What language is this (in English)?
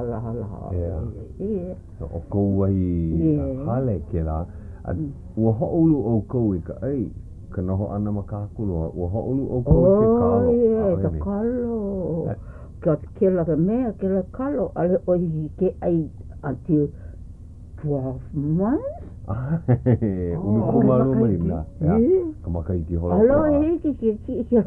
Hawaiian